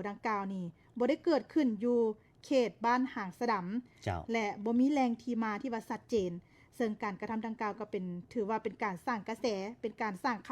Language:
Lao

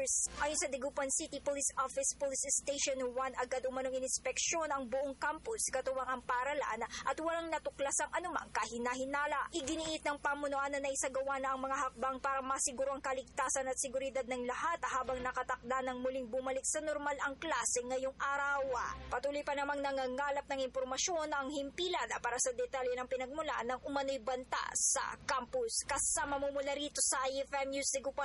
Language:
Cebuano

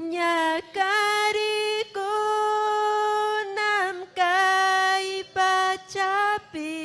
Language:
Ayacucho Quechua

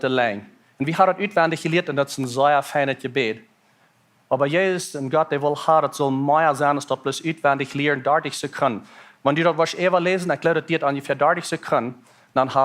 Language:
Plautdietsch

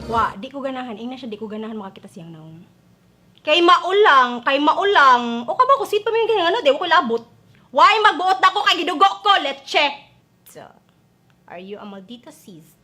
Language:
Cebuano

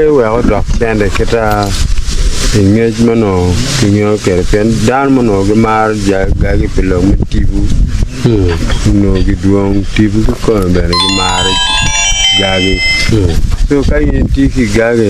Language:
Acoli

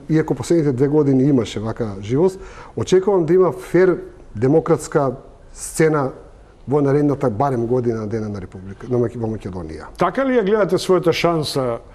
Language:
Macedonian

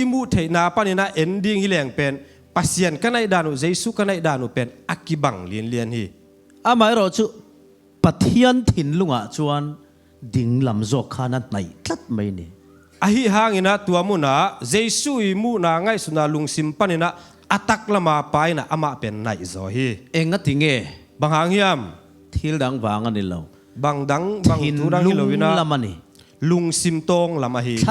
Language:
Tedim Chin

